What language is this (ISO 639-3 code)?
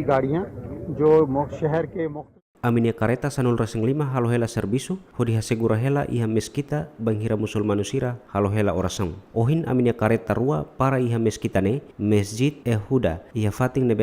tet